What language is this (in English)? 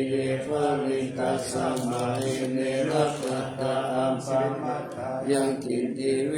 Pali